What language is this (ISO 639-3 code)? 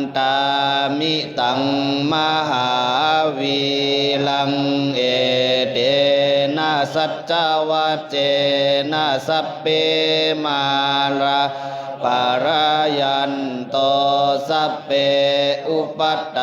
pli